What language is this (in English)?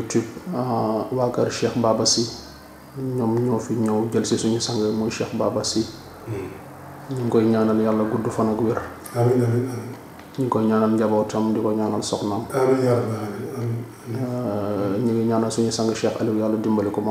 Wolof